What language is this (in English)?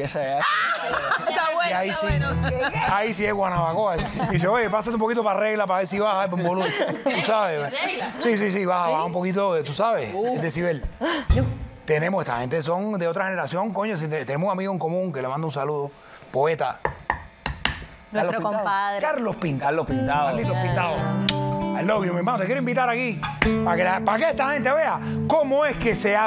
Spanish